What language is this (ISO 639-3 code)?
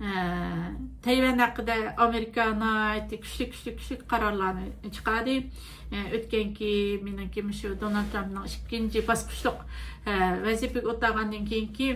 uig